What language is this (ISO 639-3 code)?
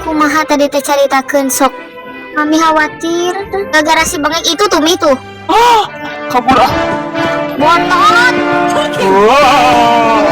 sun